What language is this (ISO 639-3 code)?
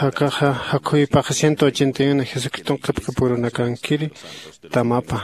aym